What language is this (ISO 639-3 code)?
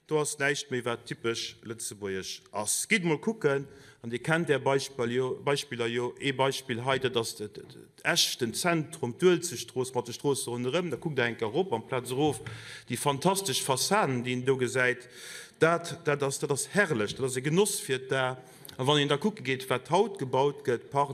ltz